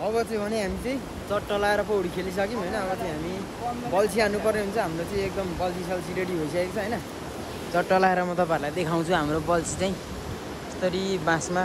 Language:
Nepali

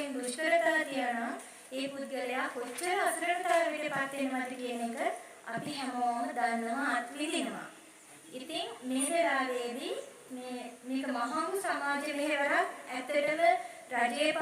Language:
Sinhala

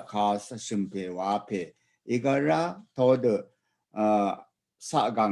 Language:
Rawang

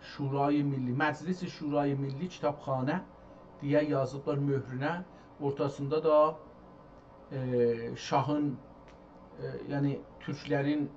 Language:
South Azerbaijani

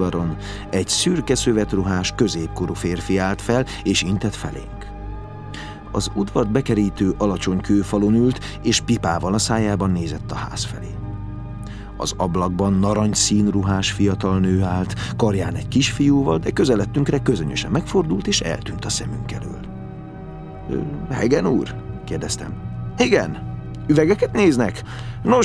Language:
Hungarian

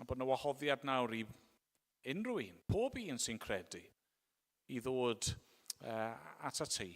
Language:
Welsh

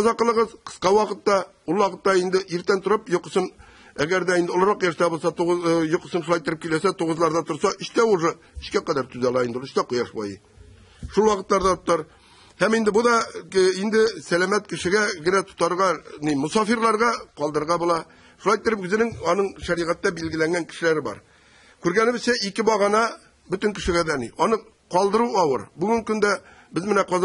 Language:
Tatar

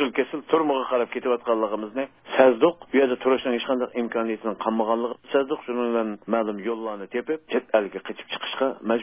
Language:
Uyghur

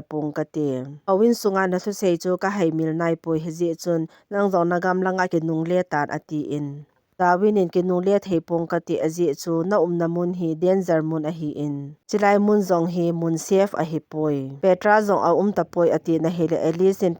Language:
Thado Chin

